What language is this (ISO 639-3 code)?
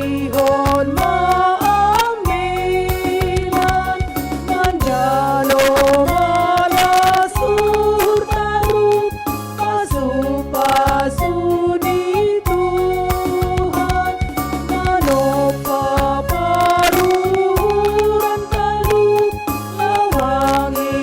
bts